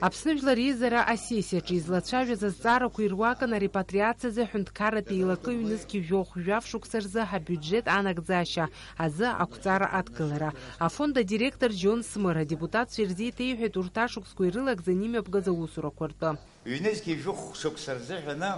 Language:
Abkhazian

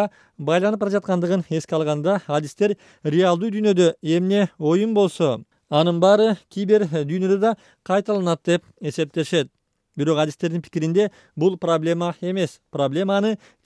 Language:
Kyrgyz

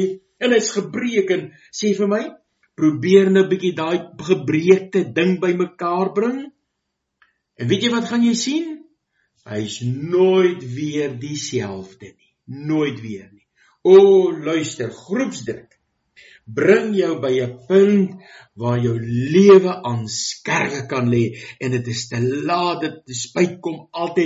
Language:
Afrikaans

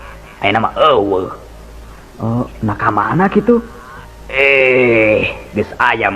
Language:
Sundanese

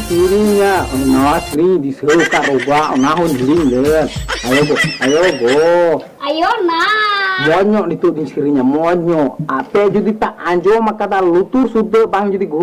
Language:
Santali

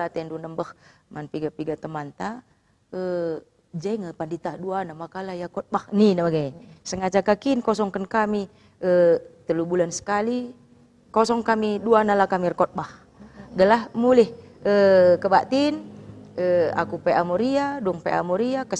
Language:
Batak Karo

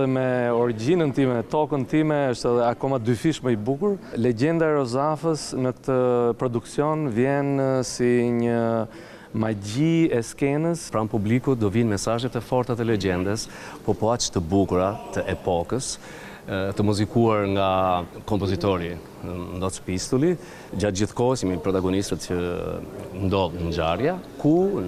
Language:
Albanian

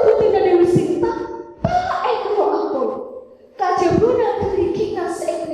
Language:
Madurese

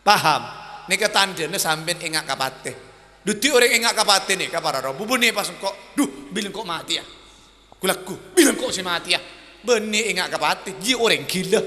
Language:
Madurese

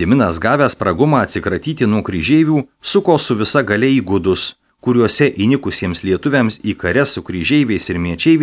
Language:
Lithuanian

